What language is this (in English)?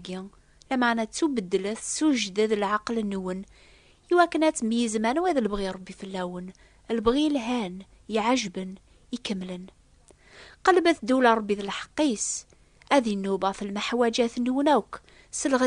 Kabyle